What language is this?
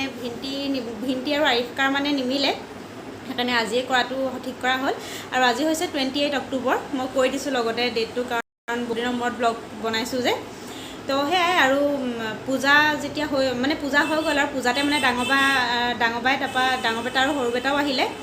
Assamese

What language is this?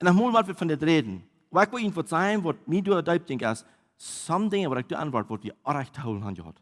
Plautdietsch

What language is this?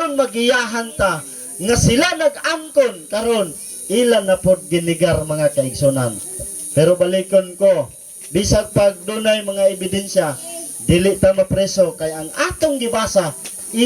Cebuano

